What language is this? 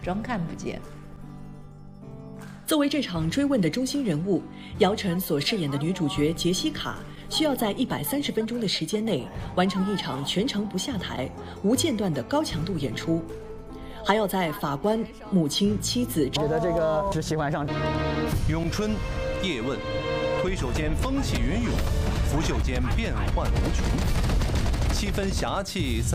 Chinese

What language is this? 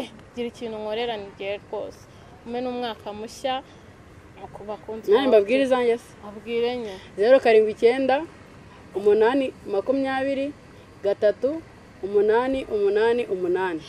Kinyarwanda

